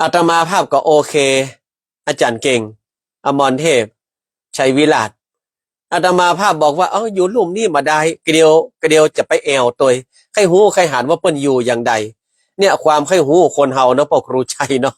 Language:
Northern Thai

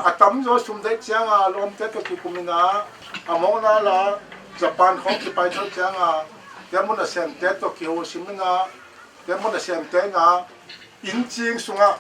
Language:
Tedim Chin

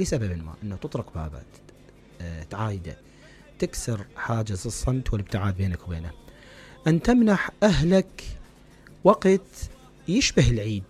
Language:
Mesopotamian Arabic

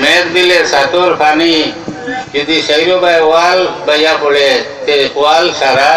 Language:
Sylheti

